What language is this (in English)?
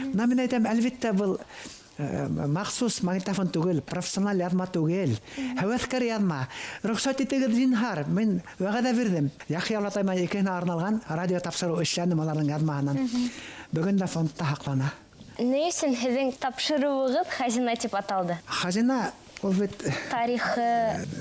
Bashkir